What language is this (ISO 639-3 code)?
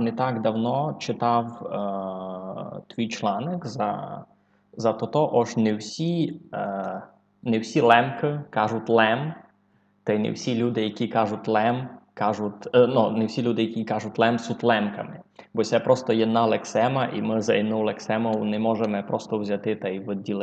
rue